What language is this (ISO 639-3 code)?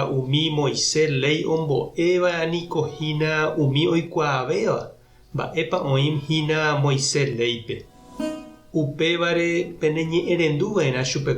grn